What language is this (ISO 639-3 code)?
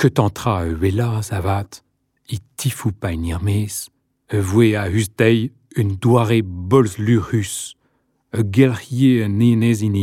bre